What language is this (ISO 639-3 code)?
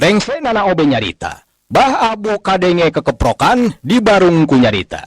sun